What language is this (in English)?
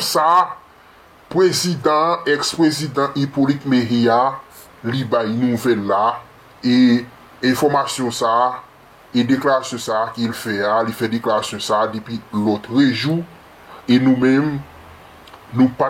Haitian Creole